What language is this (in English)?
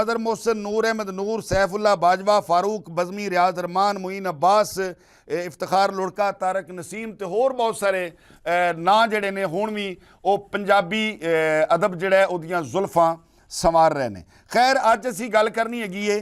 Western Panjabi